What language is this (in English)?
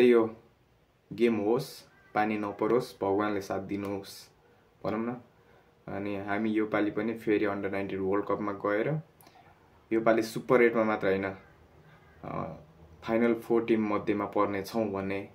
Nepali